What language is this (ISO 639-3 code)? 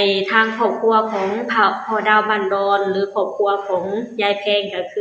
lao